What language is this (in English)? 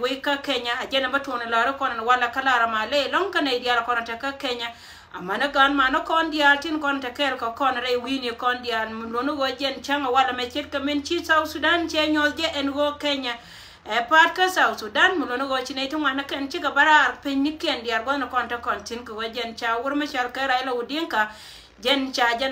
Nuer